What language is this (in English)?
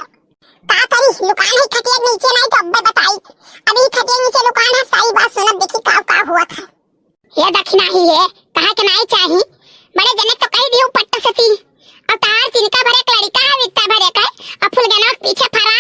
Awadhi